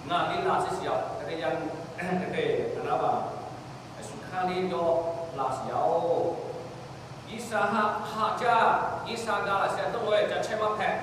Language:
Lahu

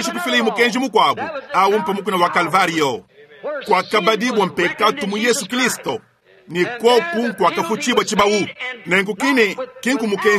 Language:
Luba-Lulua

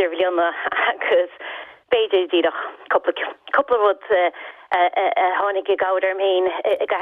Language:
Irish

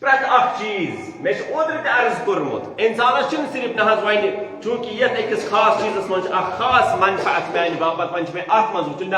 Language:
Kashmiri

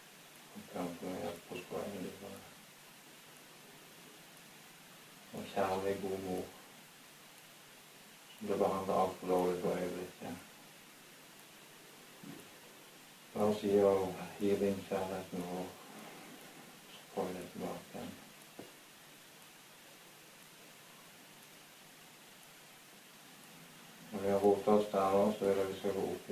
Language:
Norwegian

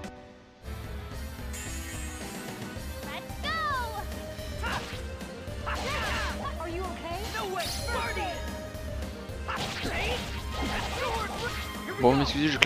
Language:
French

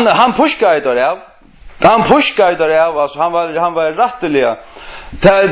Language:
Faroese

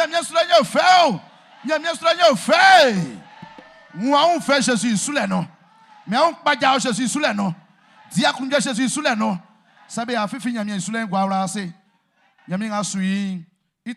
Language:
Baoulé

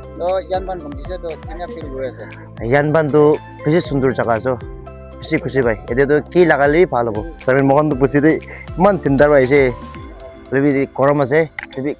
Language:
Naga Pidgin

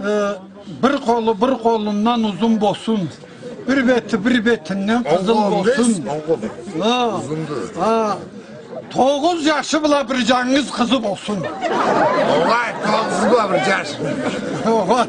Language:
Karachay-Balkar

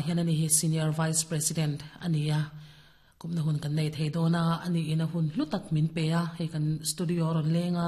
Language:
Mizo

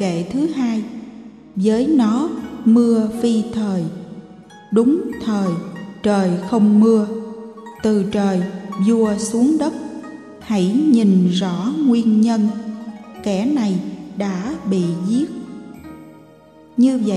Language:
Vietnamese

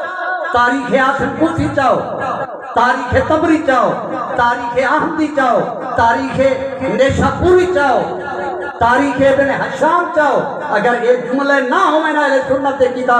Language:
Saraiki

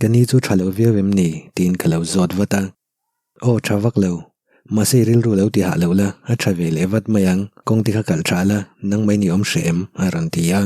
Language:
Mizo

